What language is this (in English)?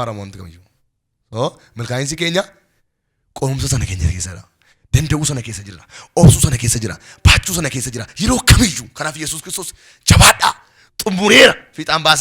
Oromo